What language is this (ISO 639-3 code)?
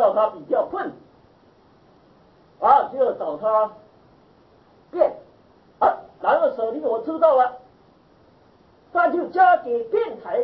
zho